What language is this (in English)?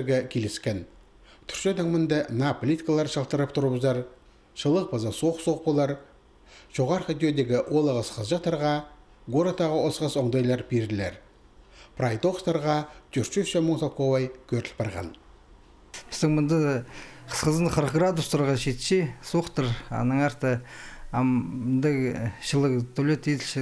Khakas